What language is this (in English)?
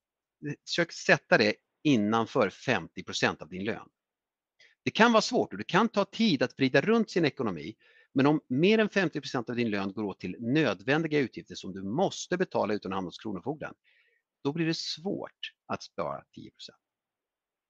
Swedish